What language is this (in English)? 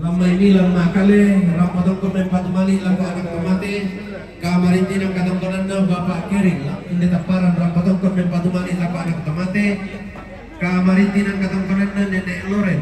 Toraja-Sa'dan